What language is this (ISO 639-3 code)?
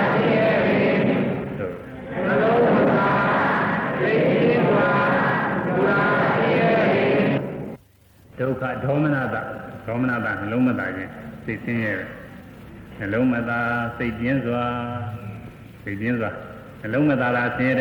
mya